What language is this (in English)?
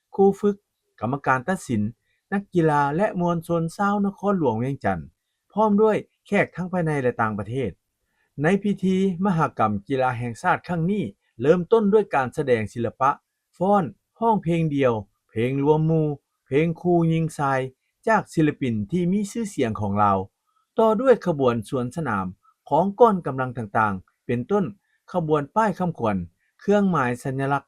Lao